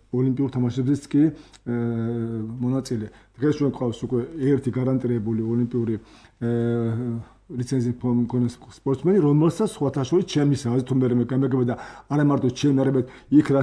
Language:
Georgian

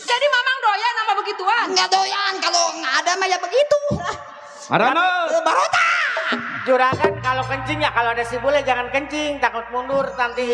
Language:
Betawi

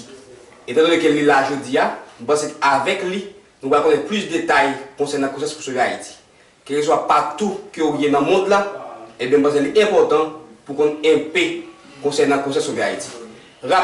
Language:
Haitian Creole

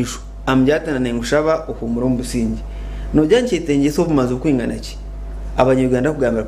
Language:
Nyankole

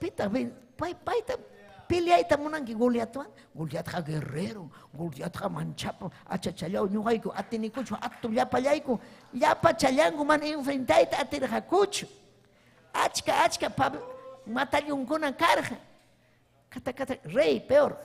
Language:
Ayacucho Quechua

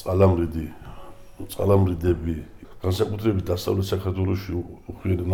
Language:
Georgian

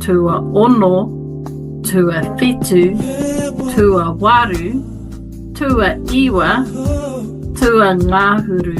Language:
Māori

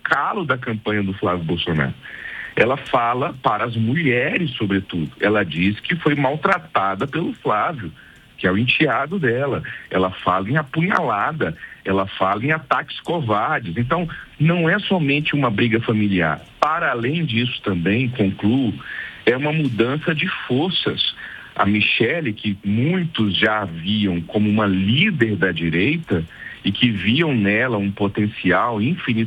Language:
Portuguese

